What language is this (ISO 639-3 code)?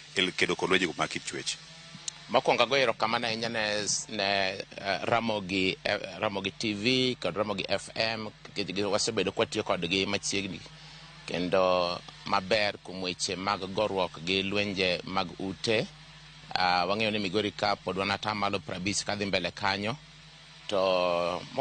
luo